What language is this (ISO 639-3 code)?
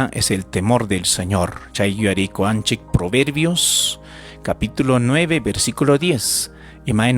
quy